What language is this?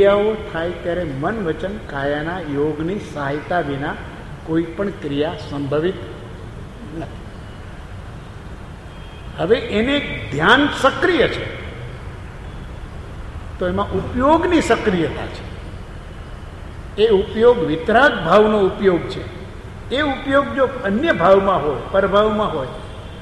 Gujarati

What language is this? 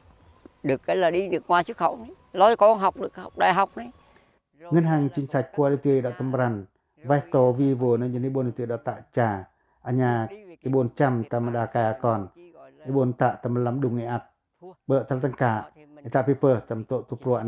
Pacoh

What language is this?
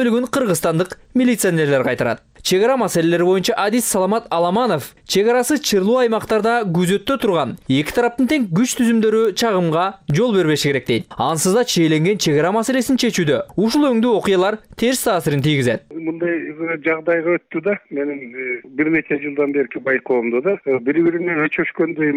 Kyrgyz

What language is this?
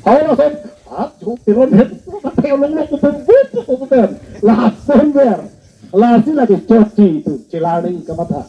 Karbi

